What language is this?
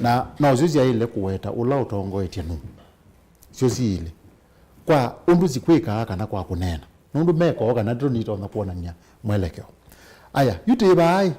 Kamba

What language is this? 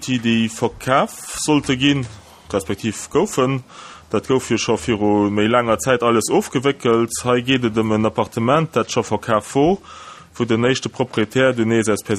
Luxembourgish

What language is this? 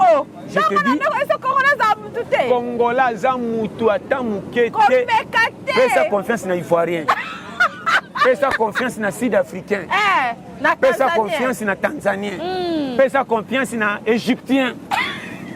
Lingala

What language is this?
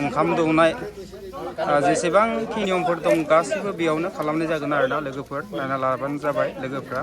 Bodo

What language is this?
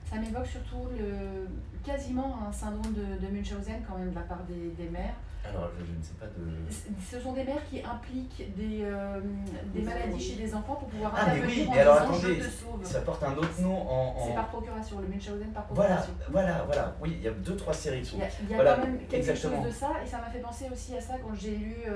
French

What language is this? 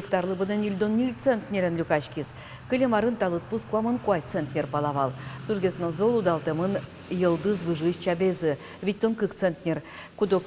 Udmurt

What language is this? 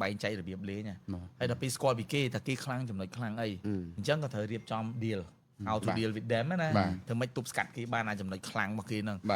Khmer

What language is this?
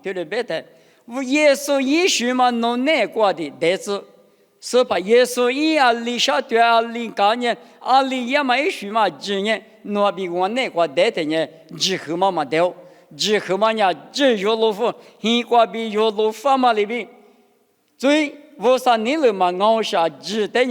Lisu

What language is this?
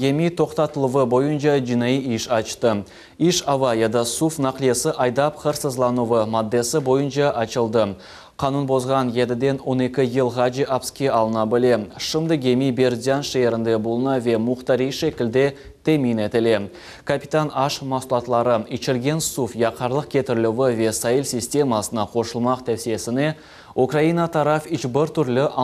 Crimean Tatar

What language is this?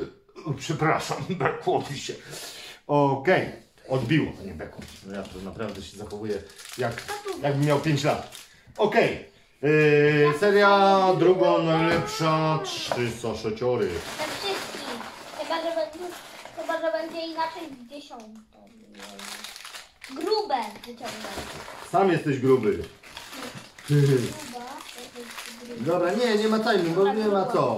Polish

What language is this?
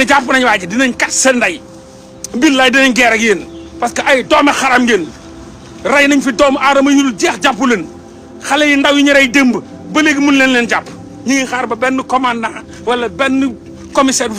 Wolof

